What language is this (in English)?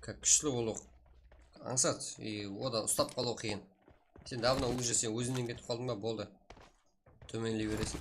Kara-Kalpak